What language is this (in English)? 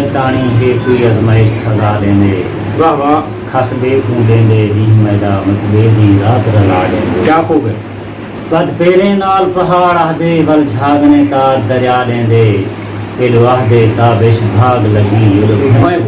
Saraiki